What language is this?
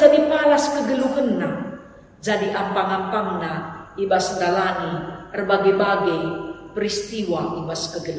Batak Karo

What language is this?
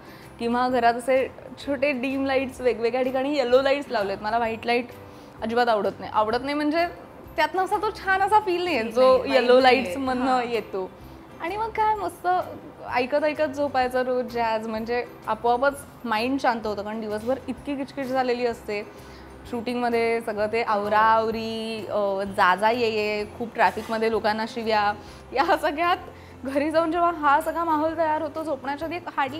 Marathi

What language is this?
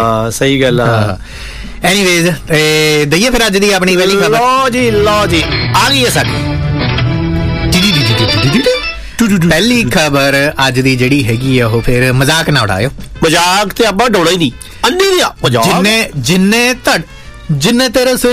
Punjabi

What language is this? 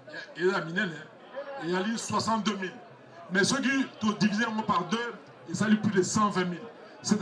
Lingala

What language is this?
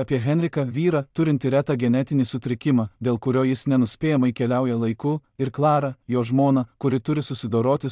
Lithuanian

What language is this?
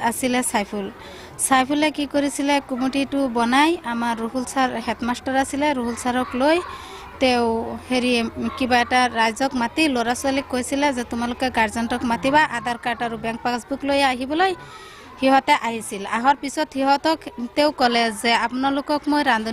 Assamese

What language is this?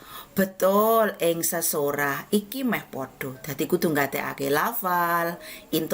Javanese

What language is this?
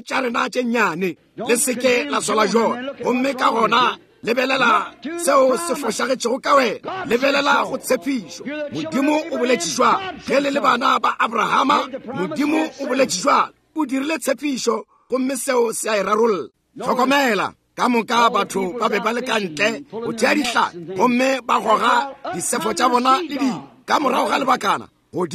Northern Sotho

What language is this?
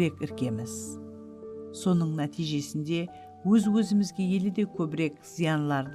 Kara-Kalpak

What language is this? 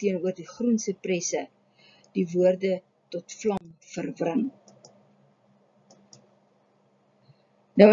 Afrikaans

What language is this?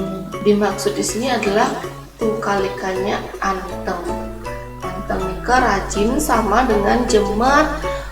Balinese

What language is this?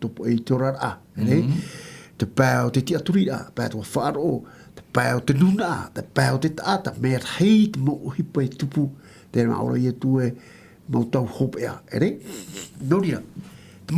Tahitian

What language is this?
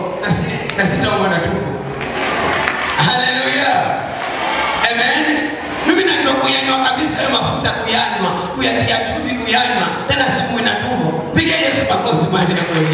Swahili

